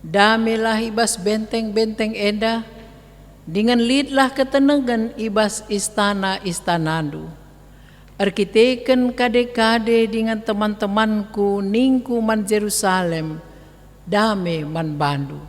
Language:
Batak Karo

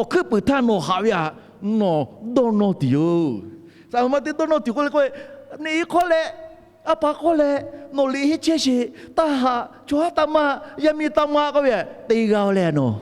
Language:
Lahu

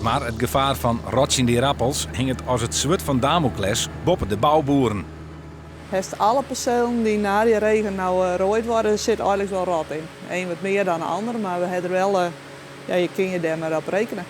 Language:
Western Frisian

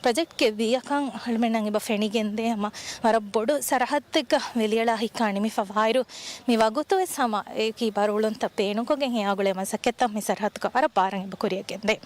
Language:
Divehi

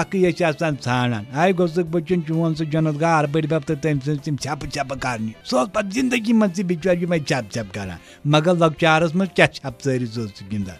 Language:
Kashmiri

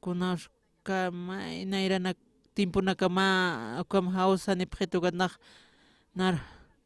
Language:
Aymara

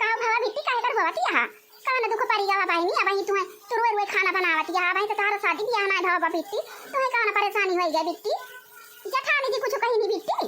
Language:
Awadhi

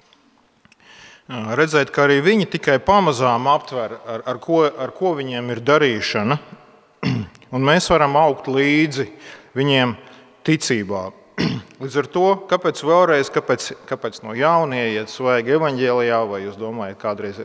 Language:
Latvian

